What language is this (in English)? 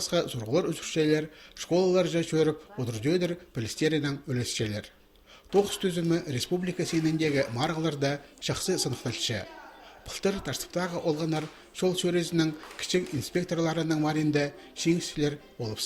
Khakas